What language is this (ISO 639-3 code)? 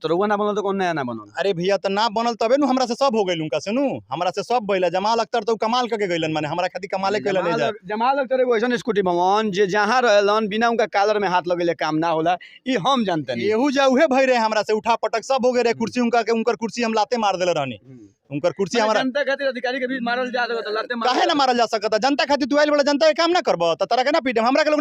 bho